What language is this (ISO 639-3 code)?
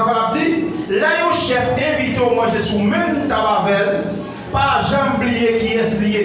hat